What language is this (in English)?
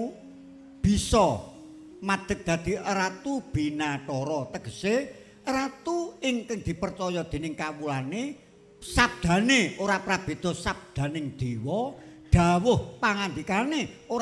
Javanese